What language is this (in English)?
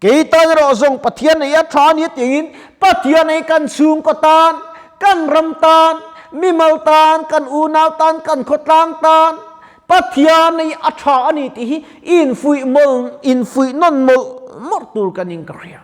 Mizo